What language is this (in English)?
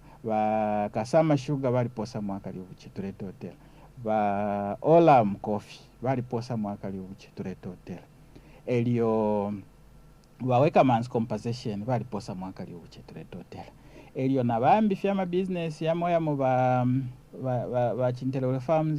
Bemba